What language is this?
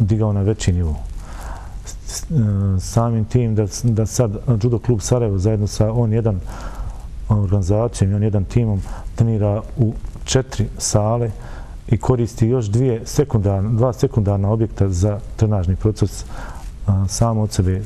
Bosnian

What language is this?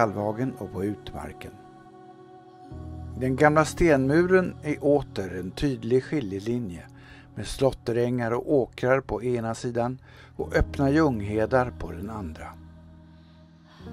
Swedish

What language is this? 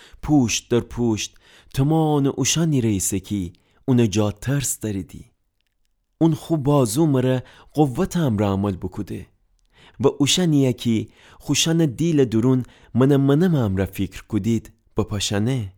Gilaki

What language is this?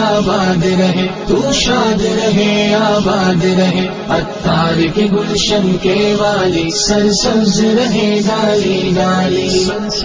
Urdu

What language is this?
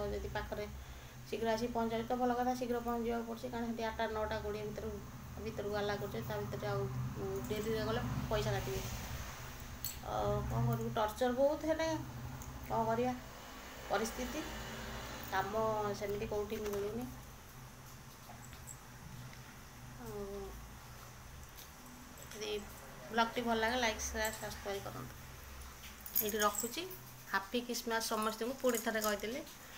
Odia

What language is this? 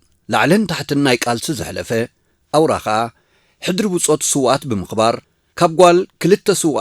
Tigrinya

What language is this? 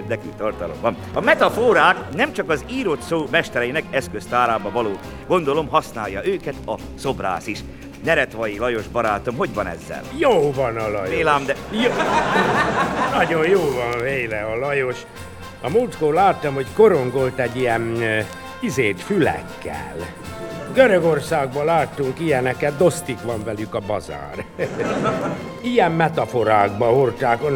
Hungarian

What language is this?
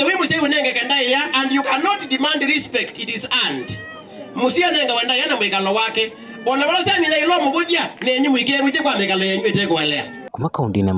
Kamba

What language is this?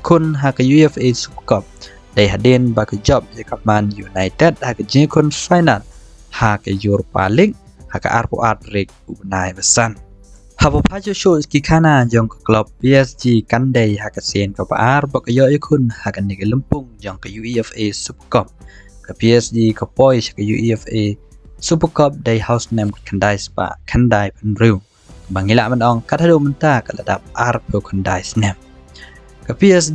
Khasi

